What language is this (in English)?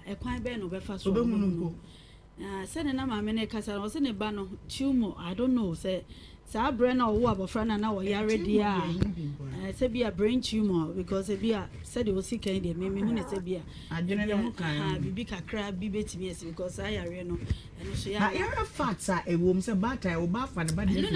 Akan